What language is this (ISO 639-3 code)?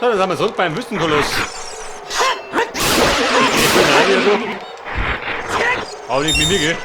bar